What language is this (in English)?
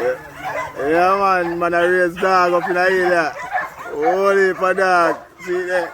Jamaican Creole English